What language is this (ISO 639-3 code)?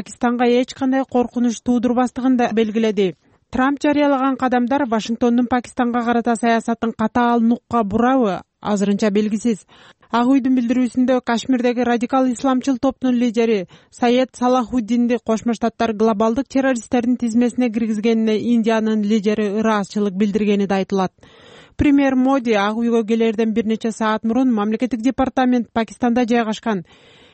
kir